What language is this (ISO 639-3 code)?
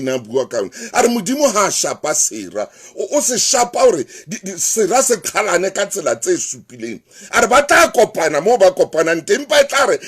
sot